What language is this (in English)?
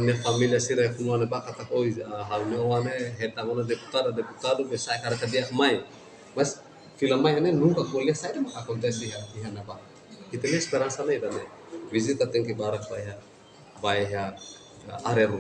Tetum